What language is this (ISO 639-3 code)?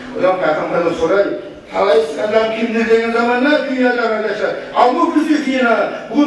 kum